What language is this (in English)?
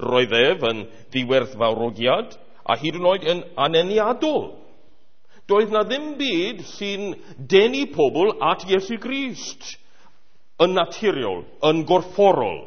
Welsh